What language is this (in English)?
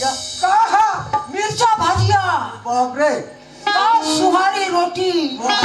Chhattisgarhi